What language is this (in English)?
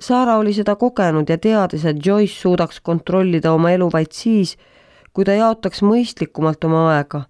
Estonian